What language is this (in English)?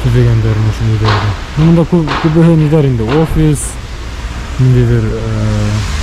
Bashkir